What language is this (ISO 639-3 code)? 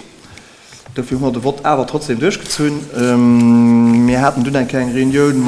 ltz